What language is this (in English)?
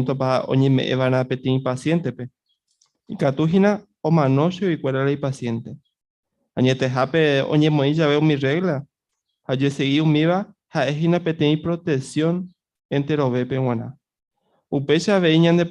Guarani